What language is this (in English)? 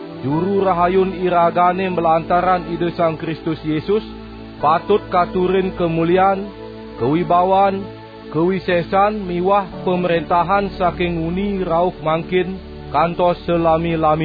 Balinese